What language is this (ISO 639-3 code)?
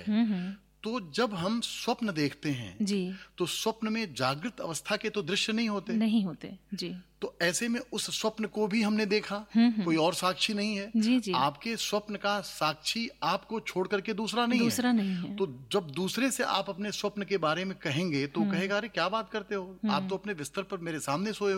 hin